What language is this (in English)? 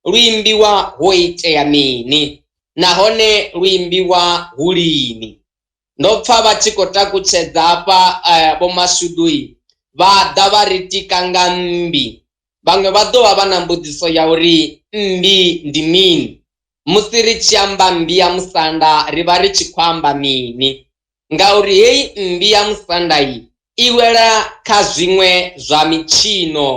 Venda